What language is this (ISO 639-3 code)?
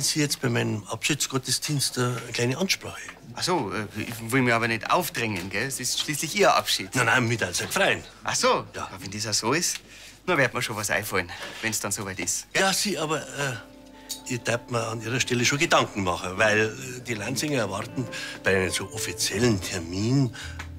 bar